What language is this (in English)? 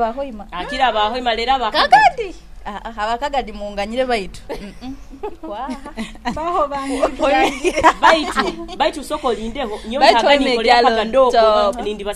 Nyoro